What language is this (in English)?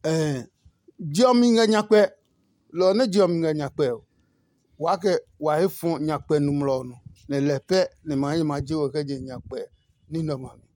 Adangme